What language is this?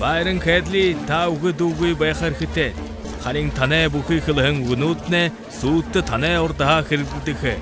Buriat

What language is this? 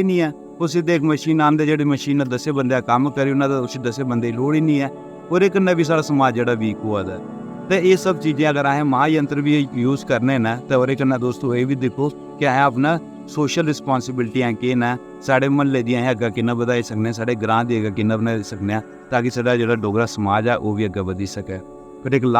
Dogri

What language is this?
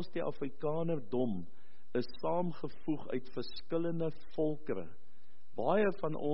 Afrikaans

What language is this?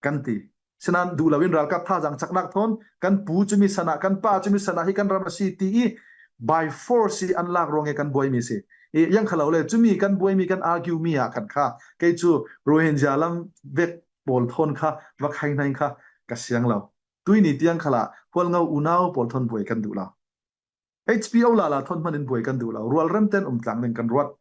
Falam Chin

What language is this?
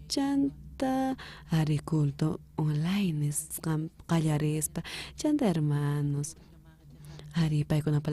South Bolivian Quechua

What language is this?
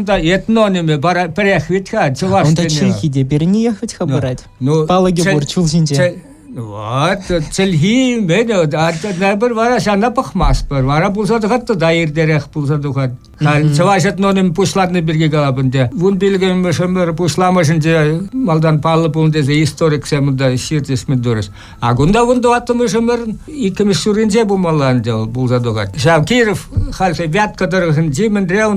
Chuvash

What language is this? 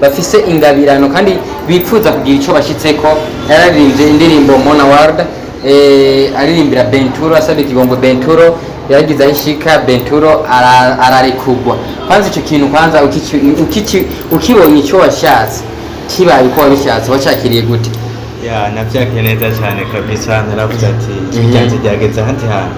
Rundi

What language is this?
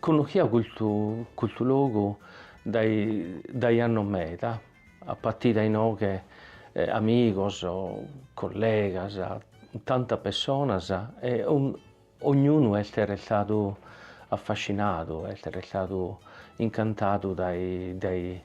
Sardinian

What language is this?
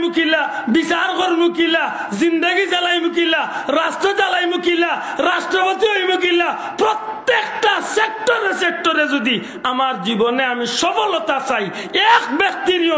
Sylheti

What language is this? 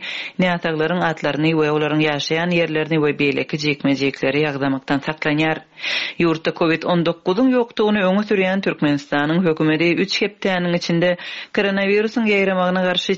Turkmen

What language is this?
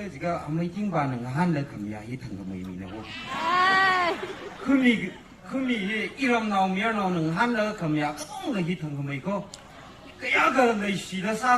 Tangkhul Naga (India)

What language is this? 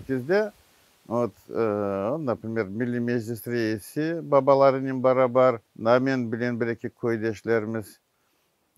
Crimean Tatar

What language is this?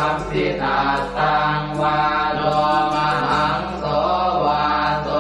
Pali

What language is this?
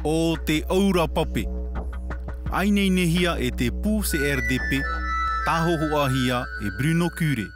Tahitian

